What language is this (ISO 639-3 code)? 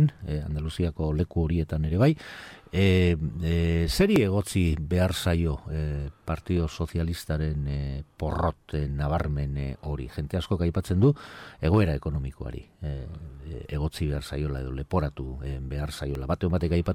eus